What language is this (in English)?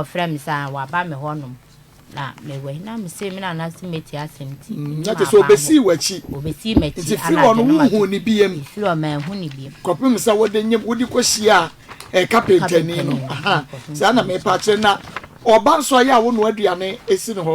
Akan